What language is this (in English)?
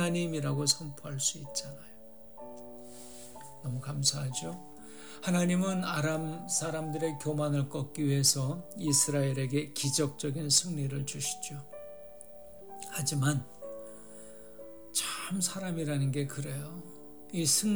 Korean